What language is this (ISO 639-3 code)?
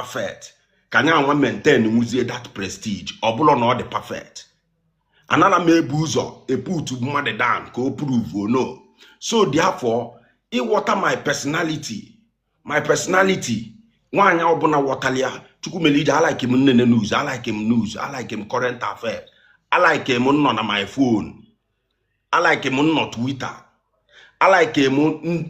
ibo